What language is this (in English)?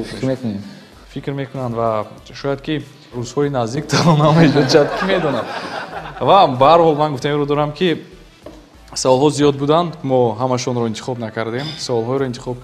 Tajik